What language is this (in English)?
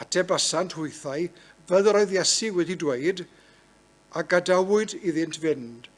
Welsh